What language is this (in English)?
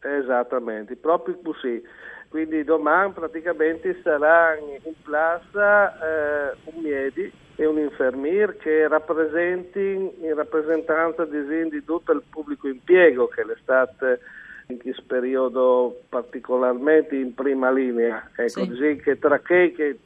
Friulian